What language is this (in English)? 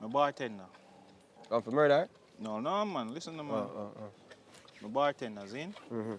Jamaican Creole English